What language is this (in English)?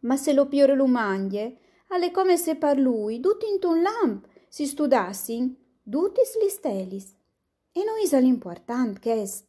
Friulian